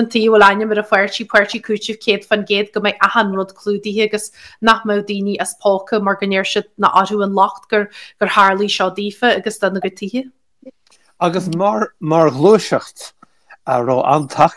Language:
Irish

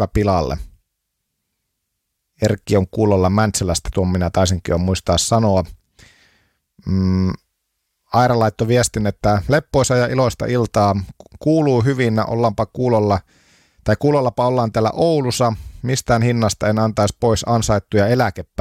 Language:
Finnish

